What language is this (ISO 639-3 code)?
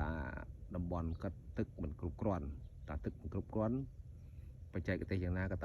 khm